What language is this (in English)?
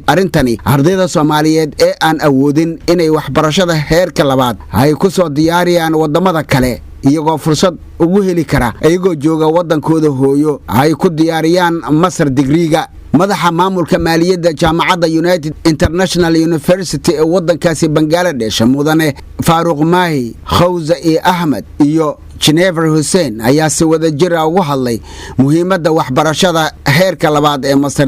Somali